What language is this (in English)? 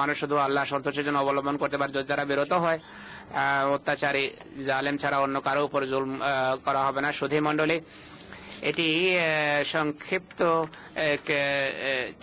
Bangla